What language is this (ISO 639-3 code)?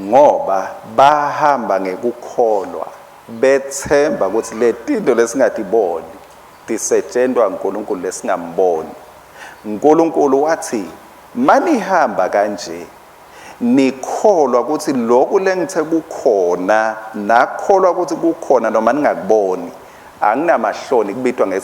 ssw